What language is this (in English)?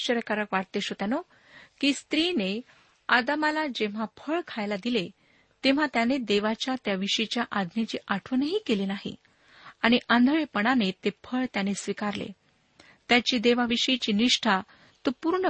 Marathi